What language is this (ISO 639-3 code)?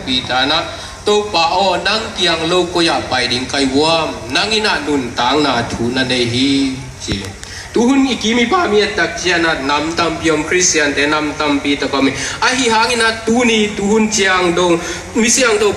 ctd